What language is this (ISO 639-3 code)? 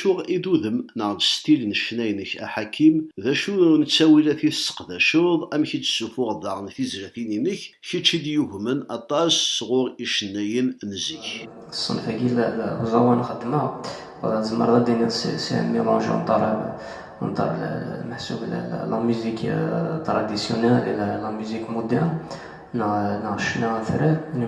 kab